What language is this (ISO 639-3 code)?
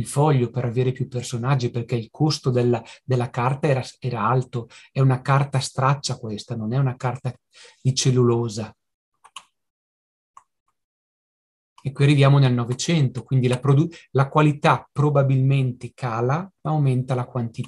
ita